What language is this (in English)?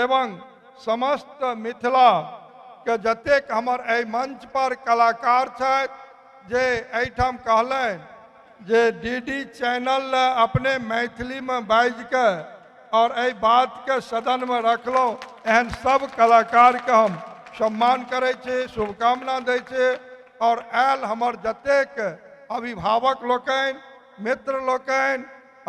Maithili